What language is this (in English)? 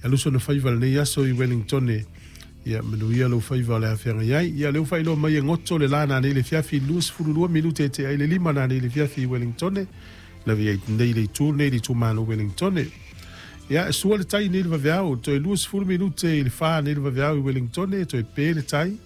Samoan